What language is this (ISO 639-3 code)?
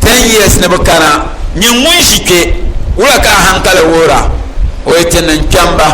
dag